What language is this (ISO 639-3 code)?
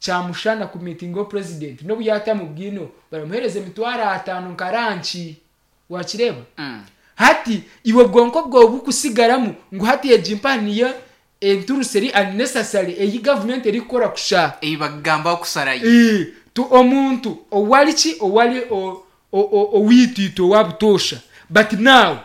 nyo